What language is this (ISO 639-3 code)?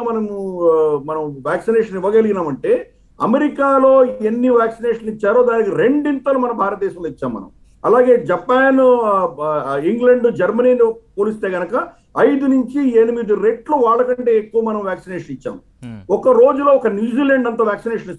tel